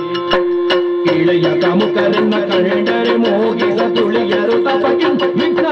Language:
Kannada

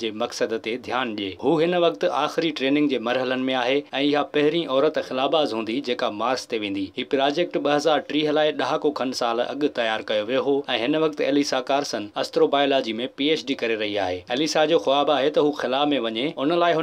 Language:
Sindhi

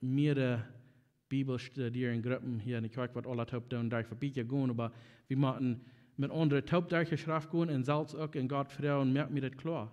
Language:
Plautdietsch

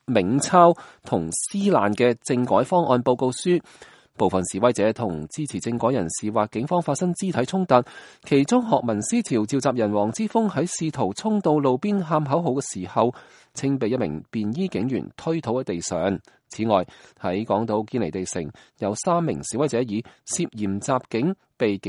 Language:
Cantonese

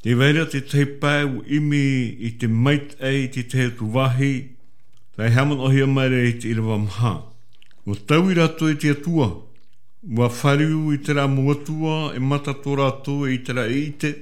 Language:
Tahitian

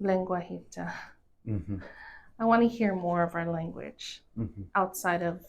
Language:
Chamorro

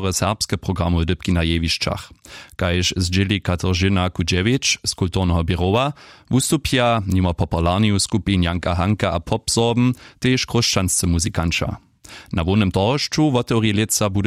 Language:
Upper Sorbian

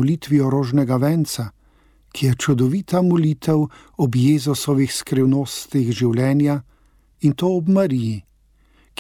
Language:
Slovenian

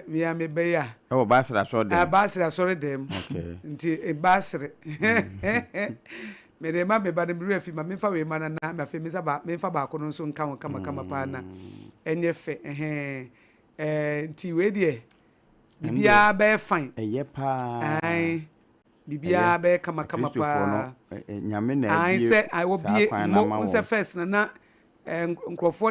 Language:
Akan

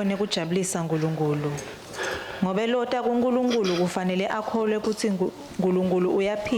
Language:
Swati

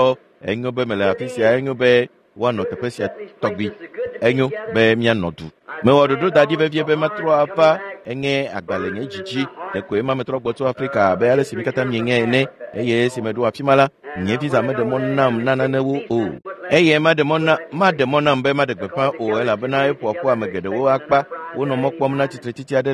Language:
Ewe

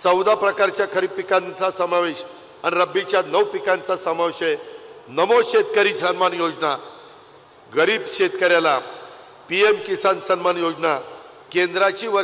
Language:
Marathi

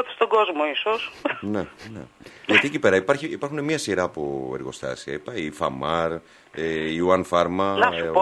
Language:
Greek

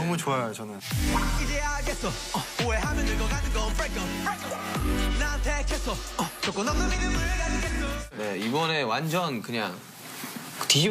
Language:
Korean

